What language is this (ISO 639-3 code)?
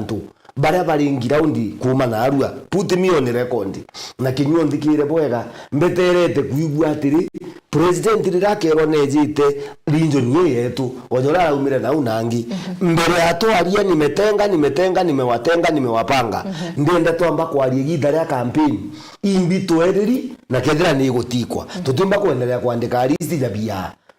mer